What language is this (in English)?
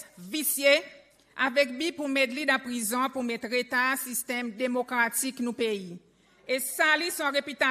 Seselwa Creole French